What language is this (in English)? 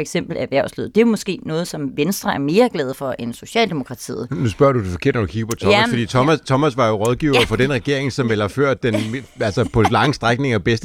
Danish